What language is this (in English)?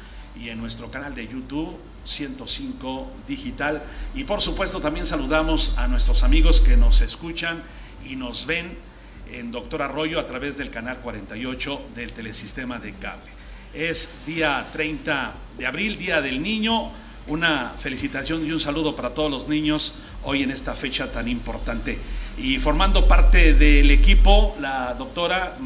Spanish